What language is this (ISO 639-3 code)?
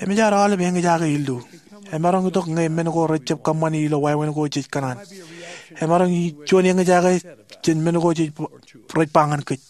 mah